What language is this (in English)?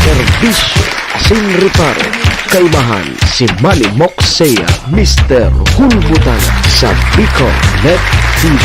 Bikol